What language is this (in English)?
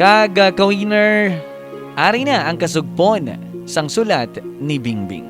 Hiligaynon